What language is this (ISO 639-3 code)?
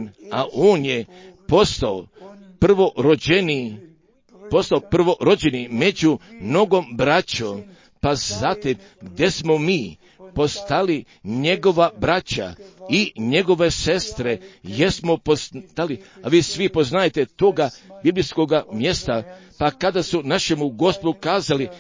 hrv